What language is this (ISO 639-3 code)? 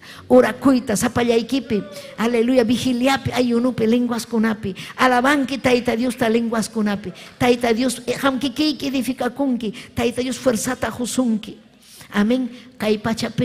quy